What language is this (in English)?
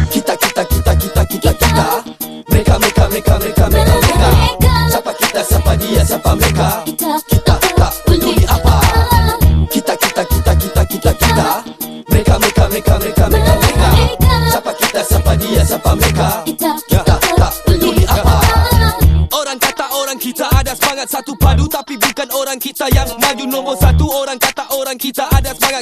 Malay